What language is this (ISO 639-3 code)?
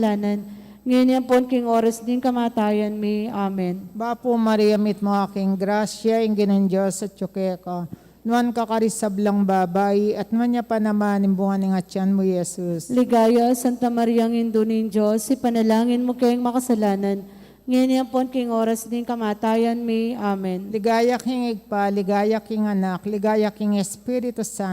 pam